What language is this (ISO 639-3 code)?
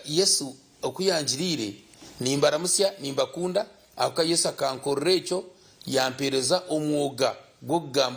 nyn